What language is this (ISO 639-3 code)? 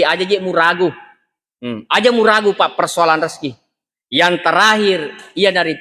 bug